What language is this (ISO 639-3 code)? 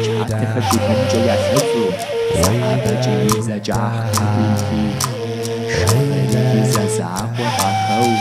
kbd